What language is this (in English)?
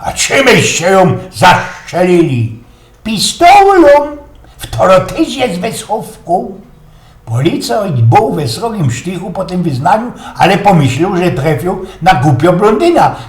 Silesian